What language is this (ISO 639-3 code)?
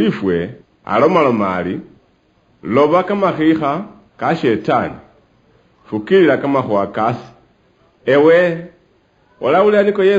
luy